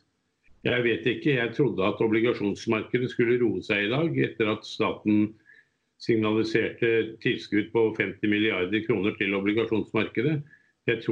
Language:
Norwegian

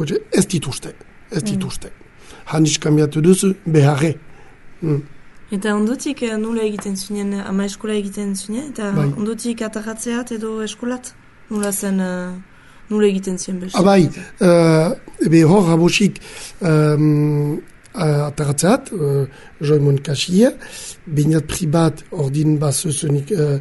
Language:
Basque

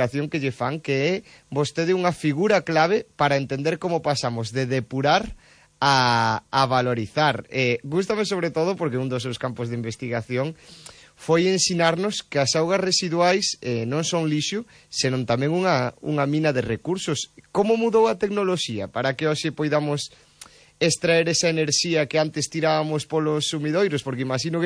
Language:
Galician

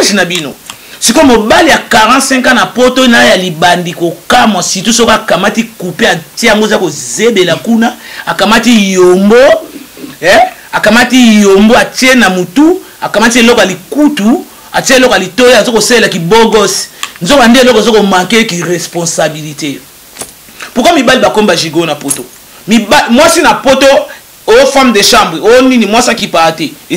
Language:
Lingala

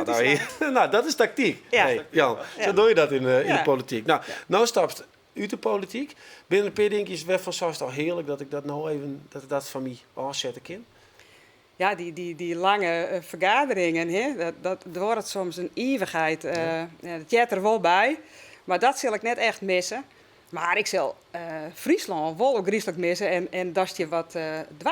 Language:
Western Frisian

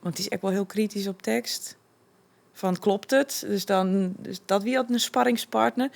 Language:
Western Frisian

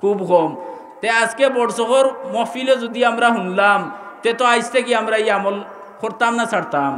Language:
Sylheti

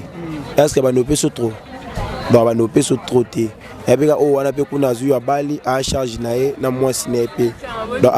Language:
Lingala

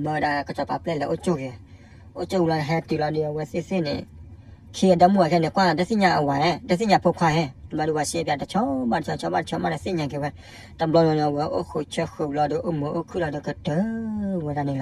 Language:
S'gaw Karen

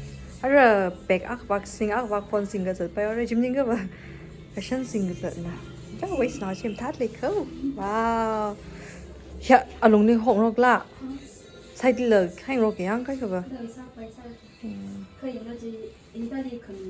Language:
Tangkhul Naga (India)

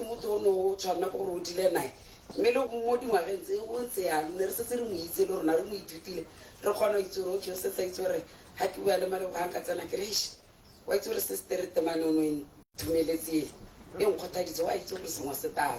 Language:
Tswana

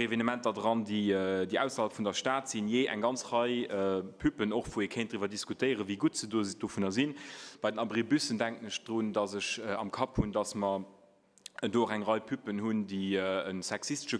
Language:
Luxembourgish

